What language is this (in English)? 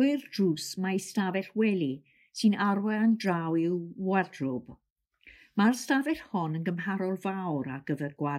Welsh